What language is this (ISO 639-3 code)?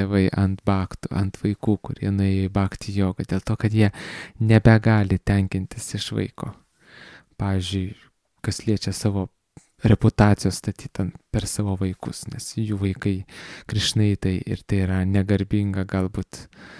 lit